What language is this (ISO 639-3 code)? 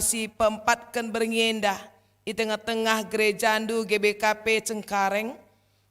btx